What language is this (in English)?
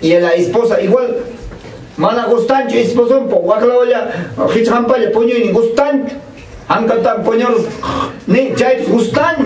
Ayacucho Quechua